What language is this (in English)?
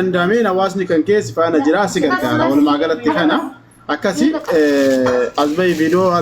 Oromo